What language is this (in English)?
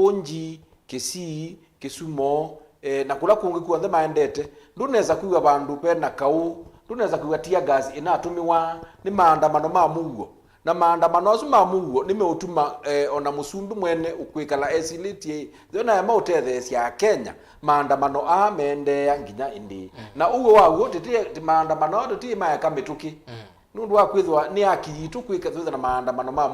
Kamba